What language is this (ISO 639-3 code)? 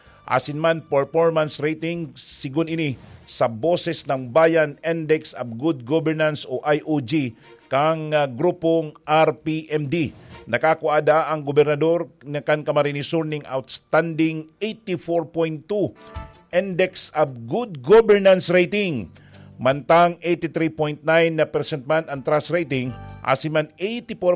bik